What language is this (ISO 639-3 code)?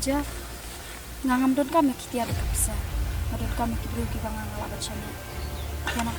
kha